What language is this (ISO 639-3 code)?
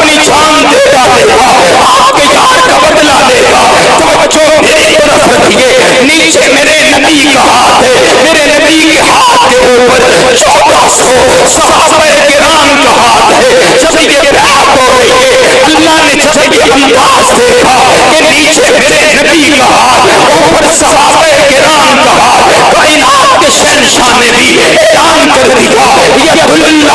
urd